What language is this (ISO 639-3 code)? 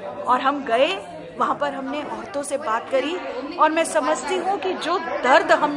hin